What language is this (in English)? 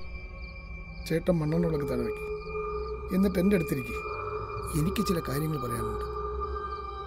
Malayalam